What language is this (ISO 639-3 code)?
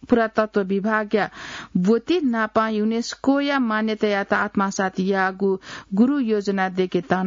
new